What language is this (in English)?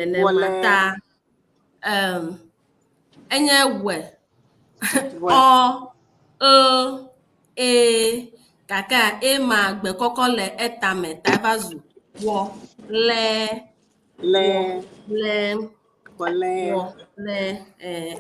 Ewe